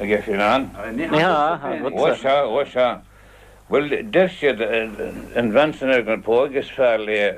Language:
Irish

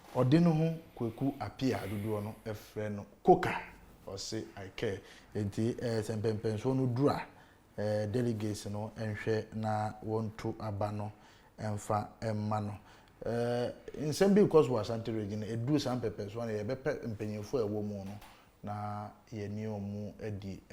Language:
Akan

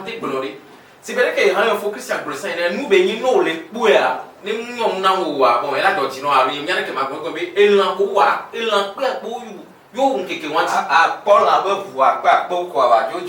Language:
Ewe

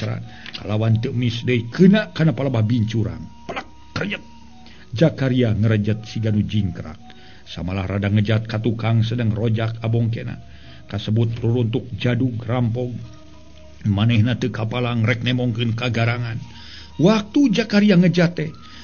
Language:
Sundanese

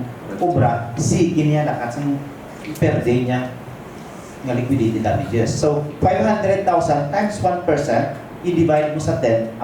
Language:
Hiligaynon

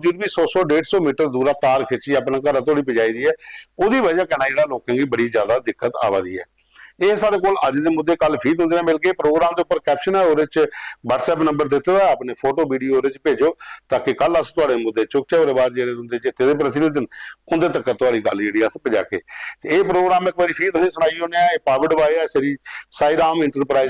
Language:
Dogri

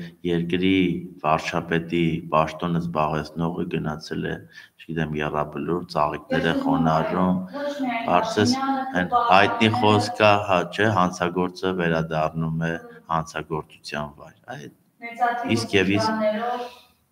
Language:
Armenian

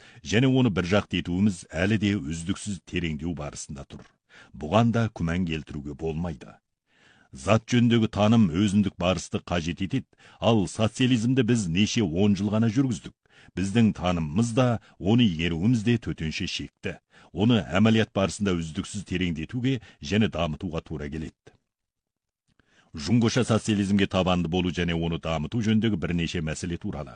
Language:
Kazakh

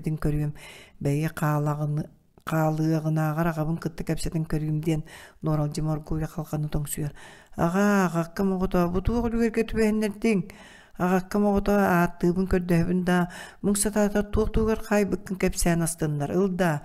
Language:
Yakut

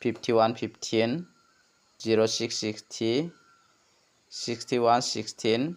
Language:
Garo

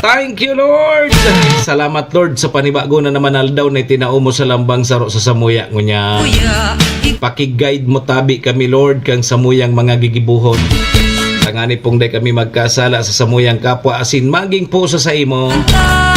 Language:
Bikol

